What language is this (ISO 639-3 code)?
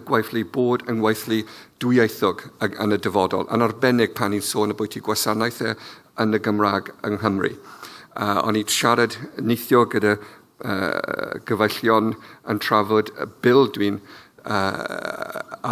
cym